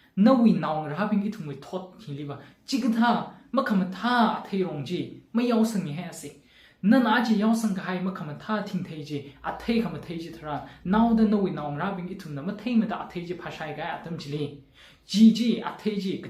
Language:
Tangkhul Naga (India)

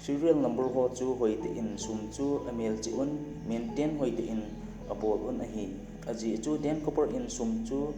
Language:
Thado Chin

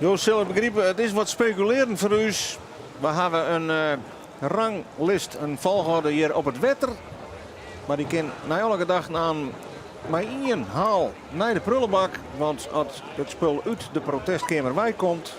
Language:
Western Frisian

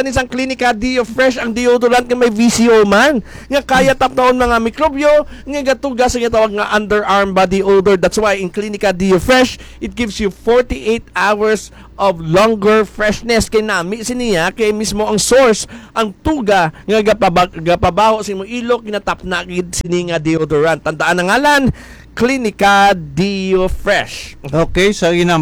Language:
Hiligaynon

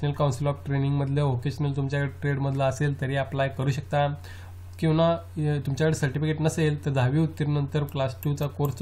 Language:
Marathi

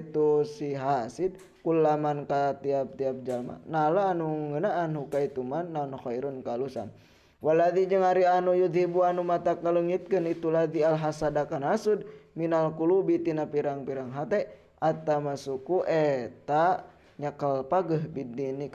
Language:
Sundanese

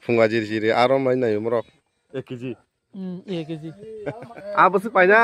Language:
Kok Borok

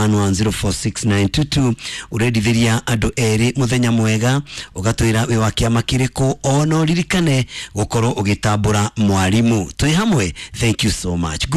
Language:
Kikuyu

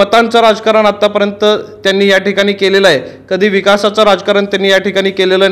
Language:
Marathi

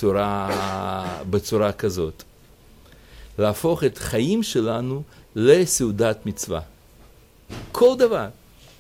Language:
Hebrew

